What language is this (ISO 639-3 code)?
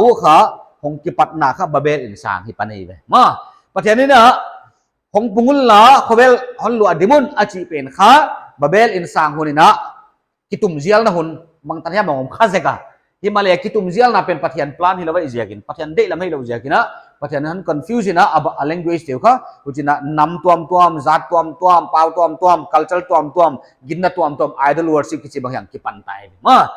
pck